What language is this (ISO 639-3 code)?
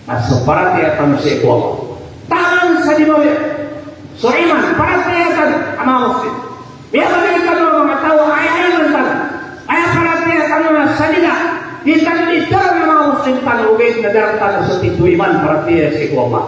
mrw